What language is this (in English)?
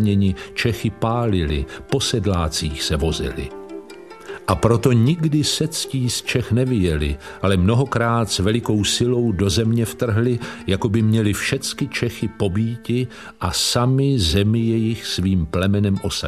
Czech